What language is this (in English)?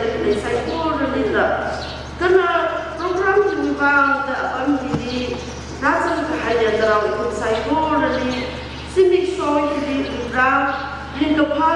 Tangkhul Naga (India)